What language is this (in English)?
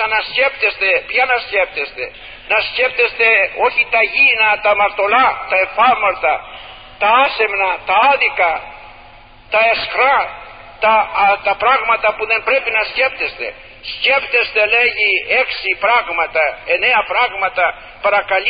Greek